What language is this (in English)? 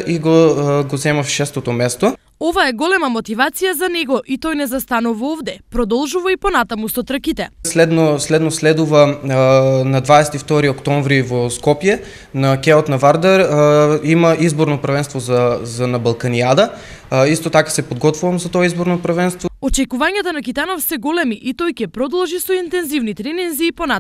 Macedonian